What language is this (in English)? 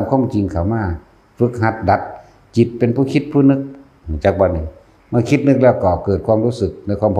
Northeastern Thai